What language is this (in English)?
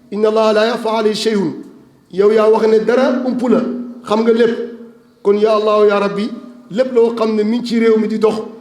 Wolof